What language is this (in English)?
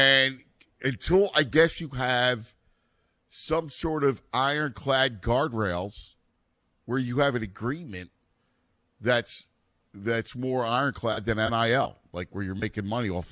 English